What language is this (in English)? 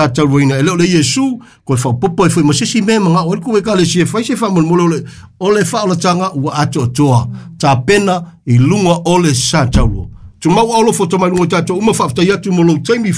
Samoan